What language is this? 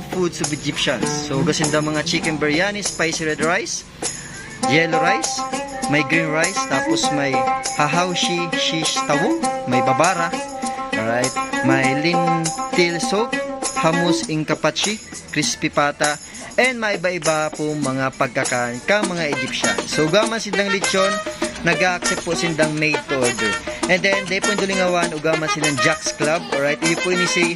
Bikol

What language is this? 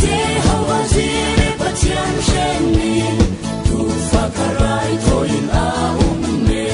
Falam Chin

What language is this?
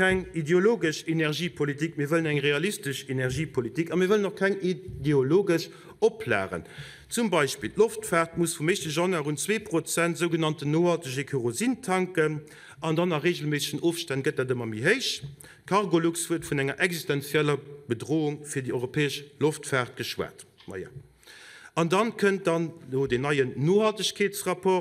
Luxembourgish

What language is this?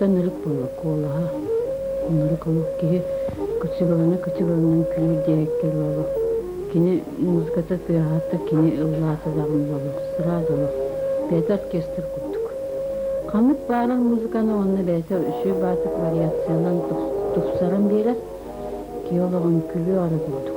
Yakut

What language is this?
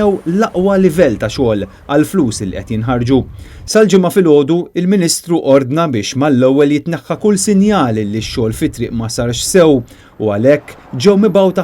Maltese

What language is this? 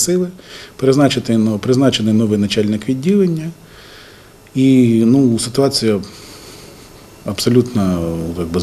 Ukrainian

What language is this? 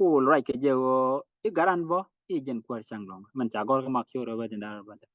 Nuer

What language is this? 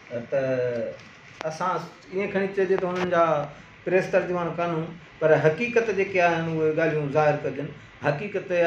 Sindhi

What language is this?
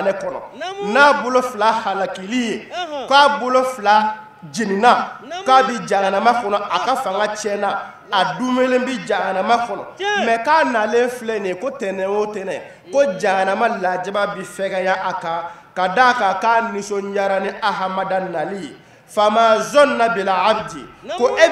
Bambara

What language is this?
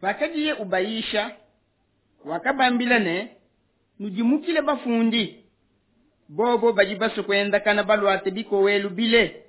Luba-Lulua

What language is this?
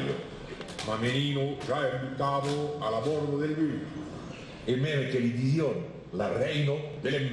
Occitan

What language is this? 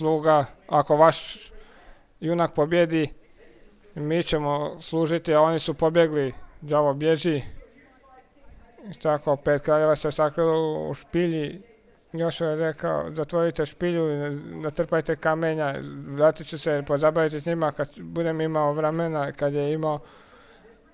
Croatian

